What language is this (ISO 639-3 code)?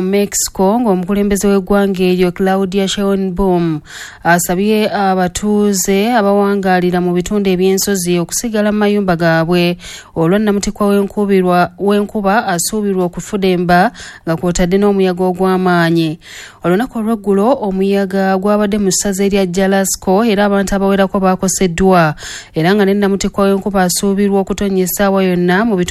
lug